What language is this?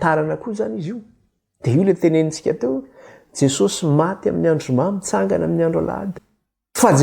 Malagasy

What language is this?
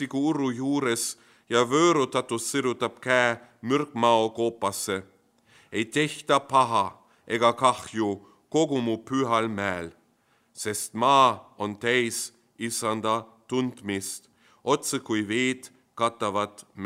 Estonian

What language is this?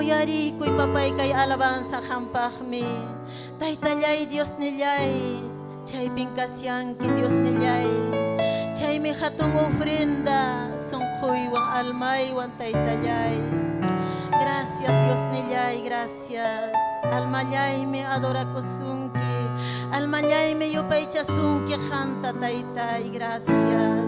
Ayacucho Quechua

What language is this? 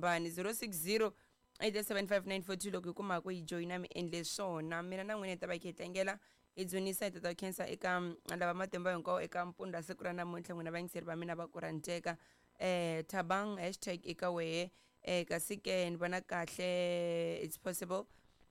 Tsonga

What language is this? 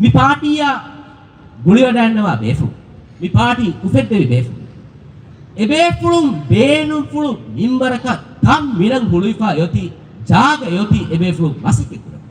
Divehi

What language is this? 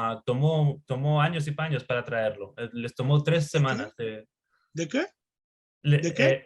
Ladino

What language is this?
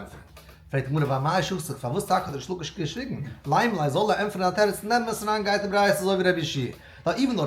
Yiddish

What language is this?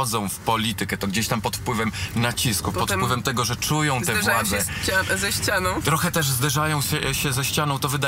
Polish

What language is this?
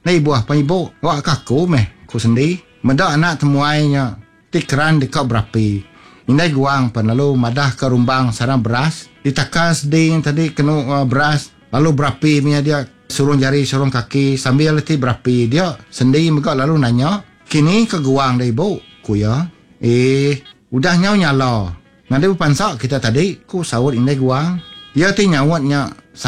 Iban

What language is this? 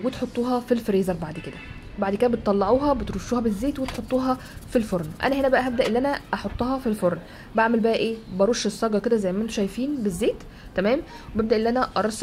Egyptian Arabic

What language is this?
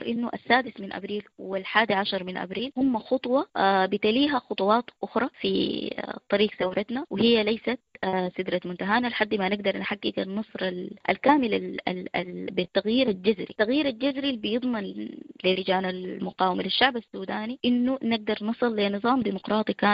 Sudanese Arabic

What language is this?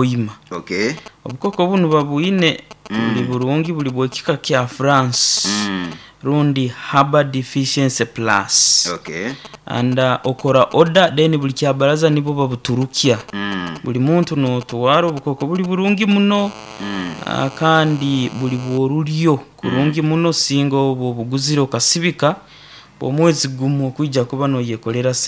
Nyoro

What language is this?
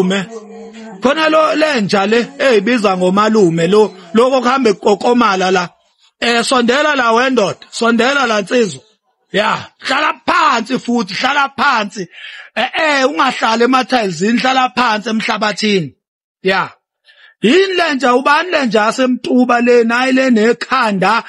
Zulu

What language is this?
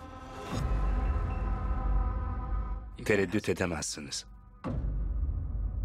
Turkish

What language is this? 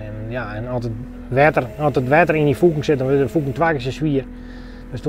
Western Frisian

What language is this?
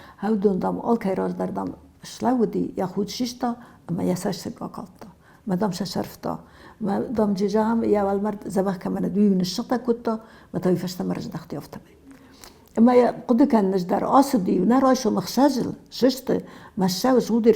Ossetic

